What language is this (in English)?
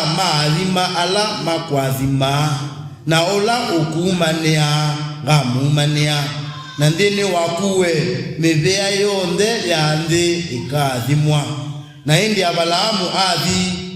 Kamba